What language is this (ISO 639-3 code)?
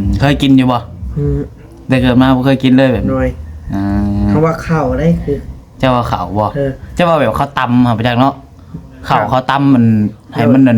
tts